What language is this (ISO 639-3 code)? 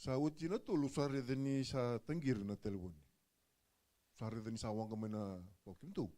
fij